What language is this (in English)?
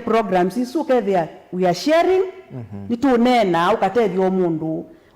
Kamba